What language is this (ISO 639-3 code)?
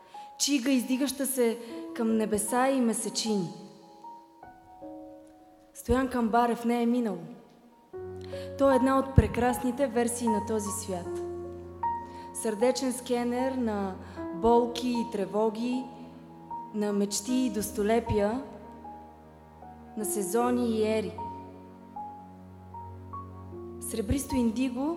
bul